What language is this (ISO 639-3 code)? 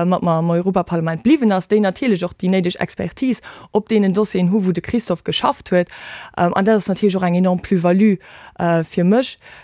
ltz